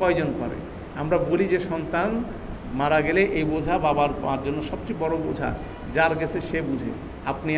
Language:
Bangla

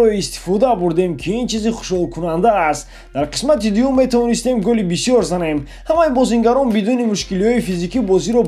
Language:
Tajik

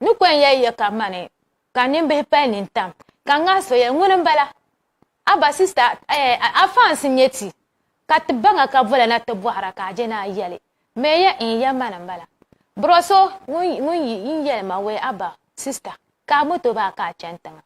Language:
Dagbani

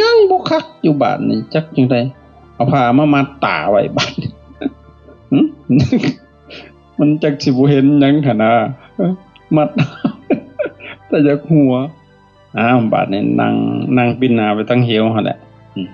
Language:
Lao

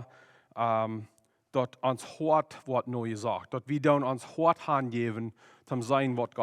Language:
Plautdietsch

